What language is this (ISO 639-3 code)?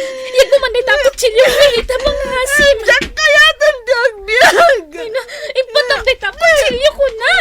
ilo